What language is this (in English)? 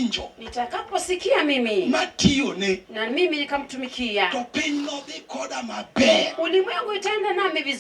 Luo (Kenya and Tanzania)